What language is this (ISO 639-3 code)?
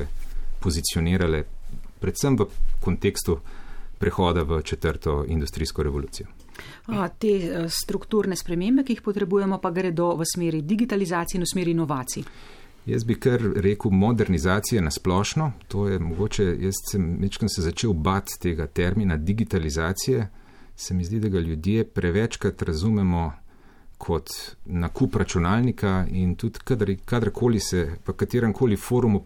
slv